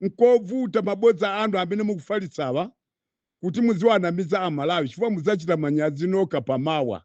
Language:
Nyanja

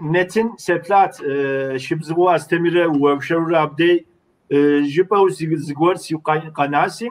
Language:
Kabardian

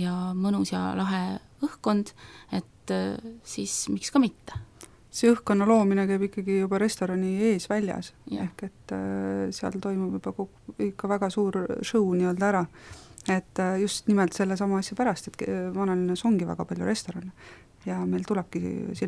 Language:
Estonian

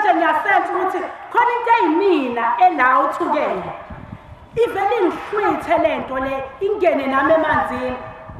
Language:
Zulu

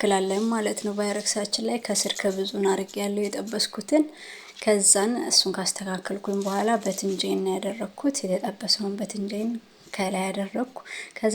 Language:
Amharic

